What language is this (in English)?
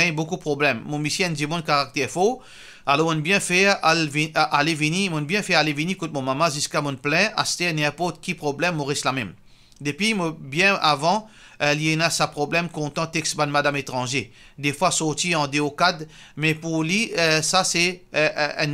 Morisyen